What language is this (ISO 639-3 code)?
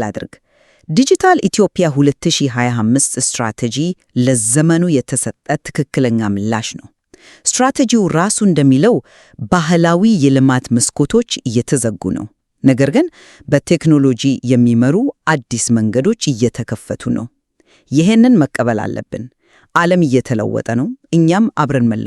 amh